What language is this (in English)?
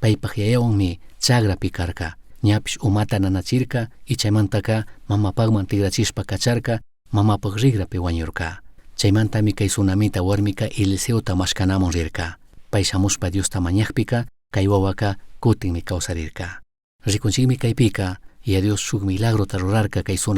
Chimborazo Highland Quichua